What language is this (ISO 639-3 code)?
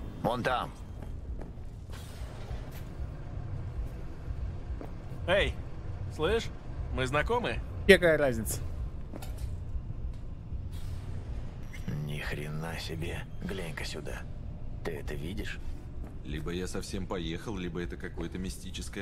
rus